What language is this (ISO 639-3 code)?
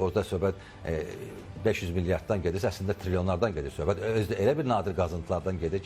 aze